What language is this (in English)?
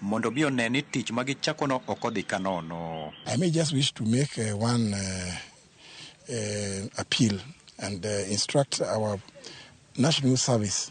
Luo (Kenya and Tanzania)